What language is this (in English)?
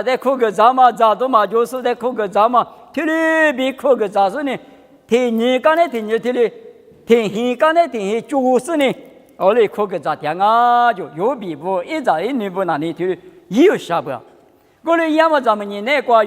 Lisu